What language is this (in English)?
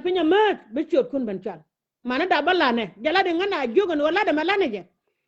Nuer